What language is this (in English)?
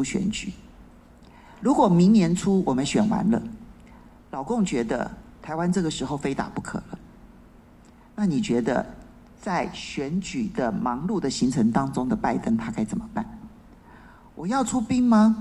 Chinese